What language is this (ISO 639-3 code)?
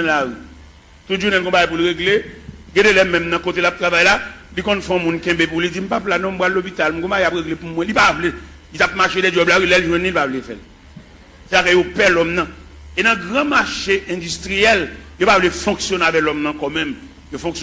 hat